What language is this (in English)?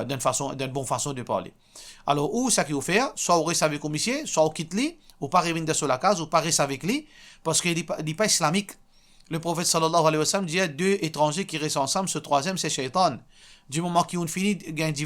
Morisyen